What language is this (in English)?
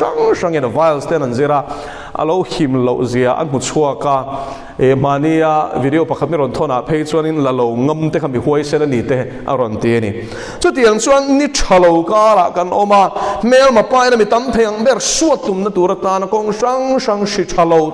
Mizo